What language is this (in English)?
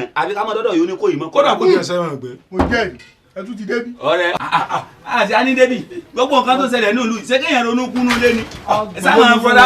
Yoruba